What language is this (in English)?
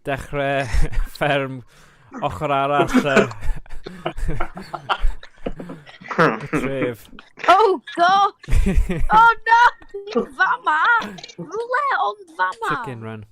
Welsh